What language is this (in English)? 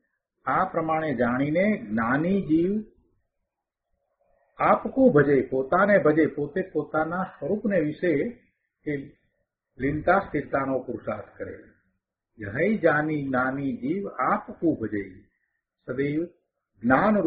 Gujarati